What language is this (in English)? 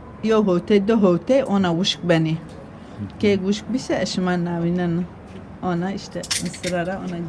Zaza